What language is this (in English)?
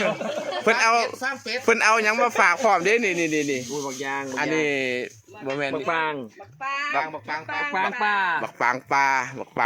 Northeastern Thai